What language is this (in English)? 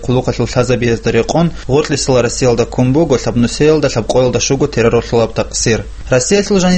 Avaric